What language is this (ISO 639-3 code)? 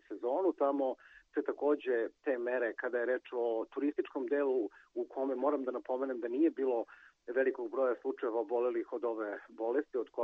srp